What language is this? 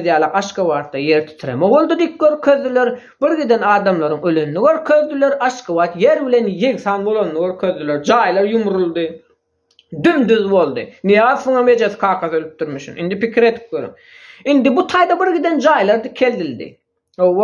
Turkmen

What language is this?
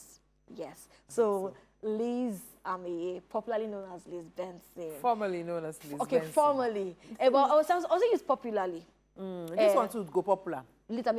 Nigerian Pidgin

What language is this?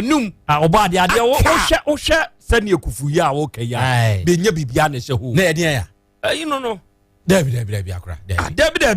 Akan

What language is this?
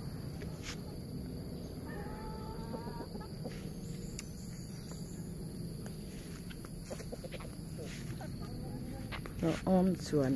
Lao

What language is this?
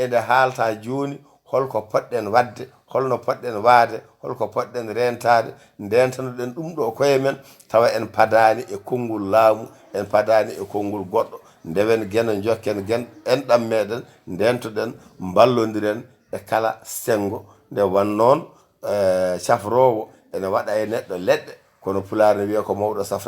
Fula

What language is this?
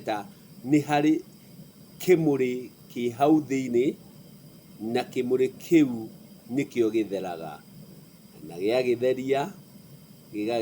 Kikuyu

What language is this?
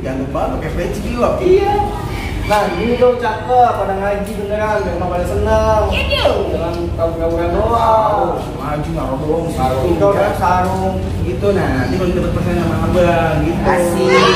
Betawi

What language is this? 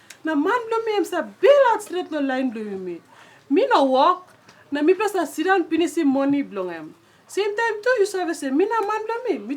Tok Pisin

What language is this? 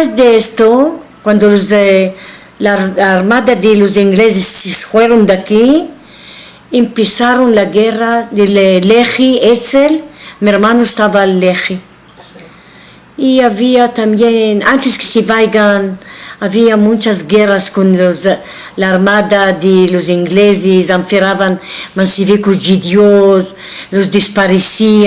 Ladino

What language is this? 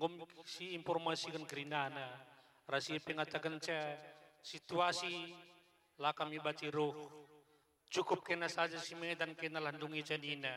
Batak Karo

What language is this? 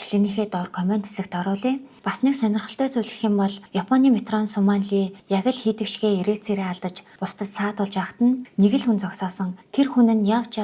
Mongolian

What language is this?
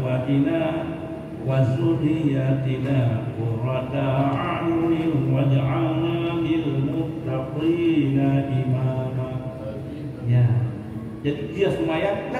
Achinese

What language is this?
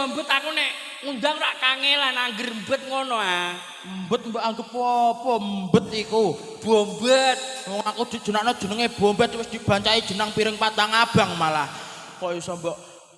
Javanese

